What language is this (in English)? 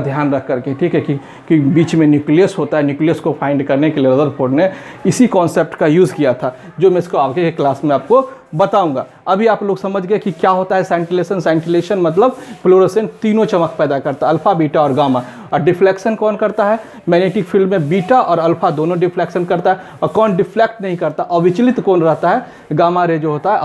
Hindi